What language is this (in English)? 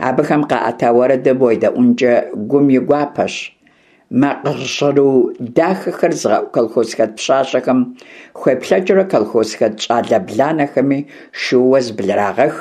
Kabardian